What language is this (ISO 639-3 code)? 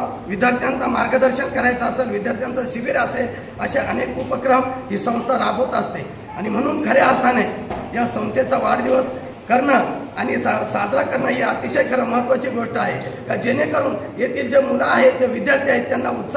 mar